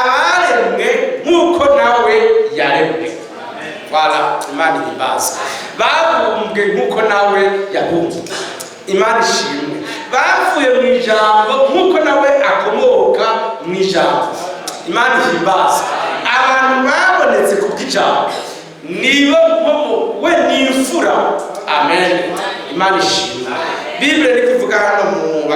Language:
Rundi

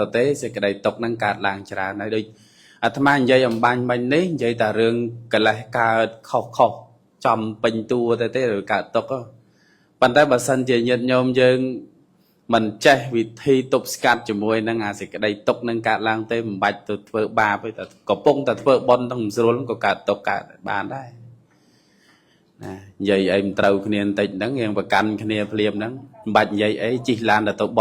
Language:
Khmer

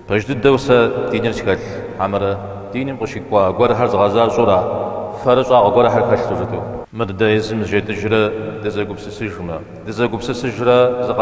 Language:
Kabardian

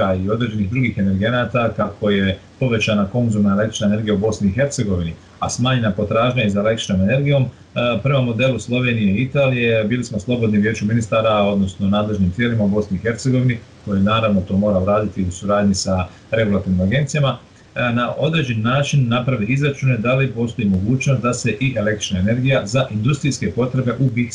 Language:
Bosnian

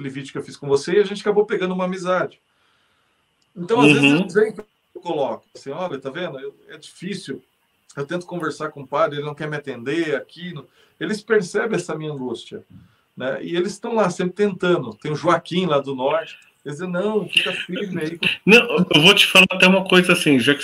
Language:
Portuguese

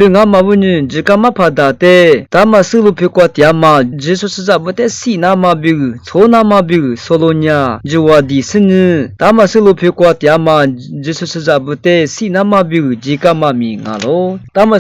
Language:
Lisu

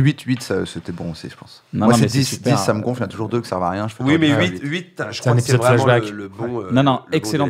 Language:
French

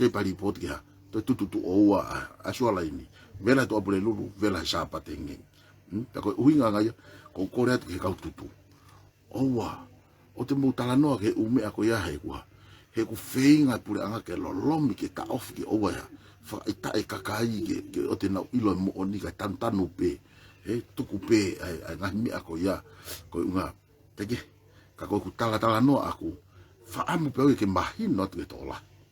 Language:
Tongan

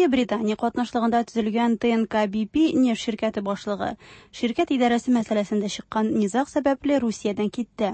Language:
Tatar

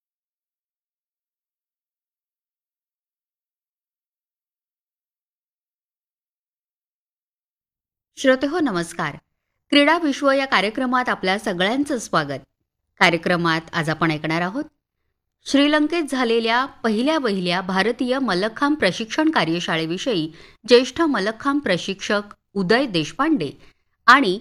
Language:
Marathi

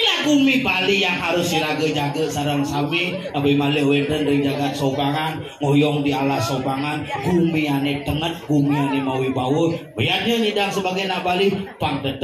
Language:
Balinese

